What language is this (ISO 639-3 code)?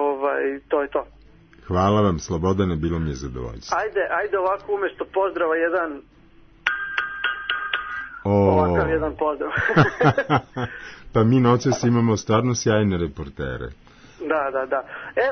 srp